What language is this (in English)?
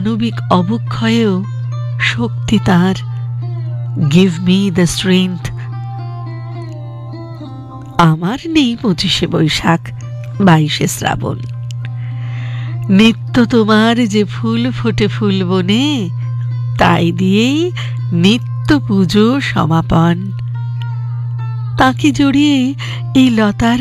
Bangla